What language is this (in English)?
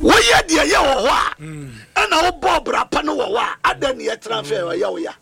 Akan